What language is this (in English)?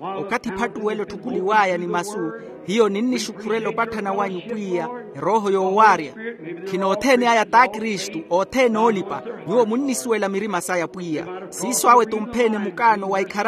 Makhuwa